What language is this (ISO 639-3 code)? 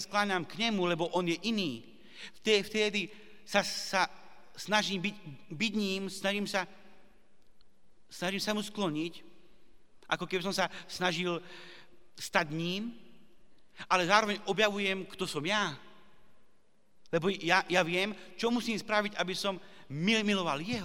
slk